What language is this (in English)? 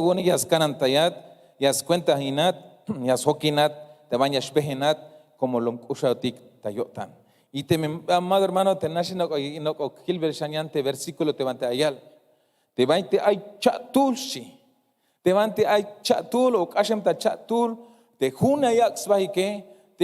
Tzeltal